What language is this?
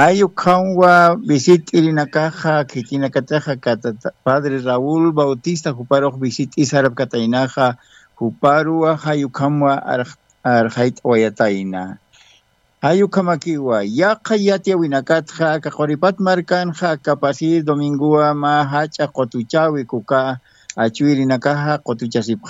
Aymara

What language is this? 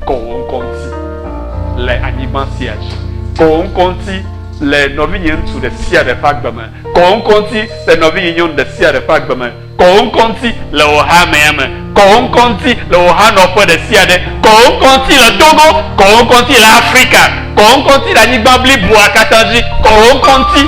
Ewe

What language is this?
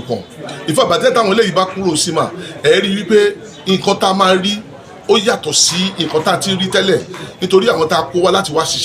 Yoruba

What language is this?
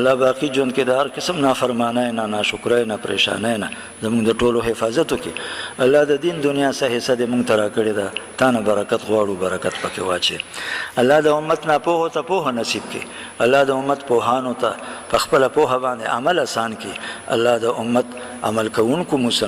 Pashto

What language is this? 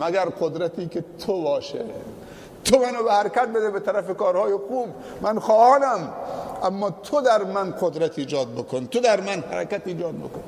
Persian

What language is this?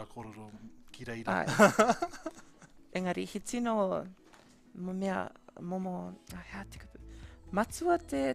Māori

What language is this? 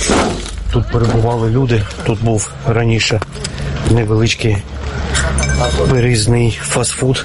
Ukrainian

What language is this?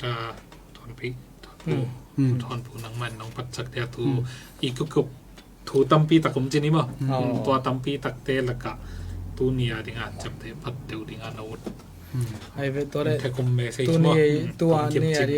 Tedim Chin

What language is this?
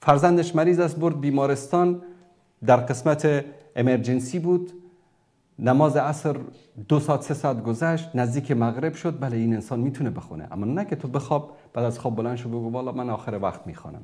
Persian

